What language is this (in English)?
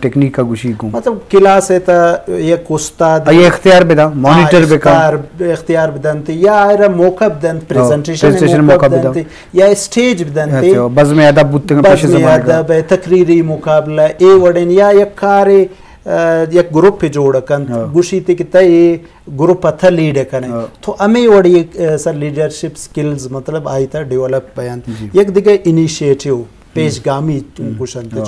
Eastern Balochi